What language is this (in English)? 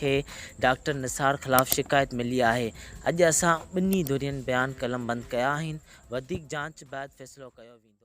Sindhi